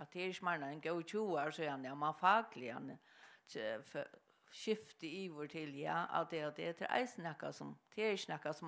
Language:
Faroese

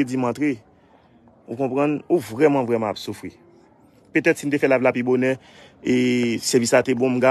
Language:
Haitian Creole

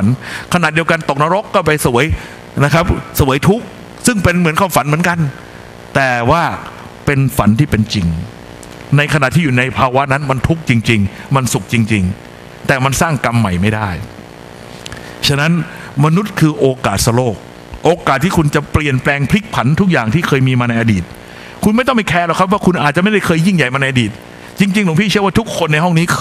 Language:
Thai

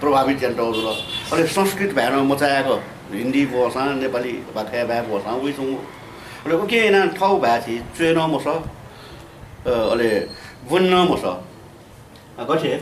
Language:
Newari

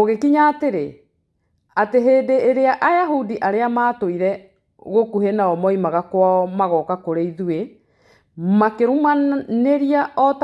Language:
Kikuyu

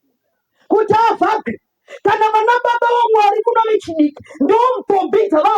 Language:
Shona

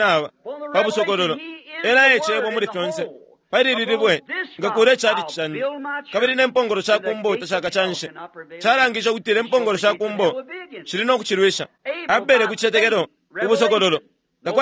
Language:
Bemba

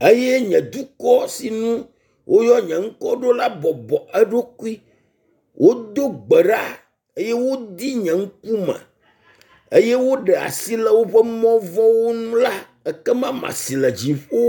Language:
Ewe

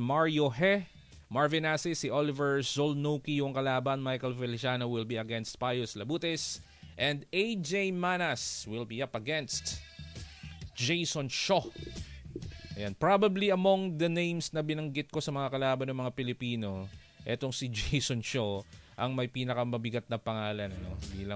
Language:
Filipino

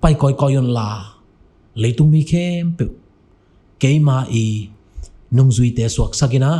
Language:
Tedim Chin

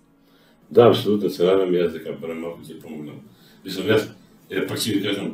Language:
Macedonian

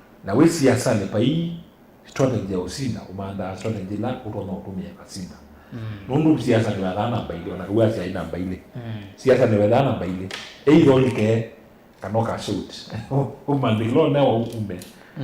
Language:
Kamba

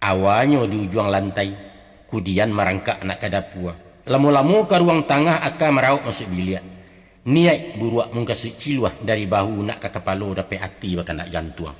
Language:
Minangkabau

